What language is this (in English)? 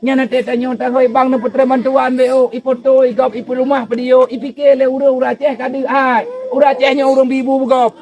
Achinese